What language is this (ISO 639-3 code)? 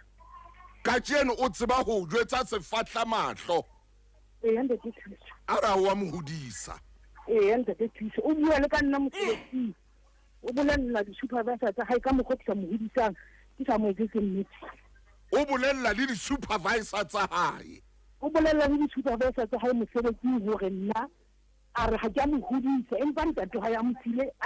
sot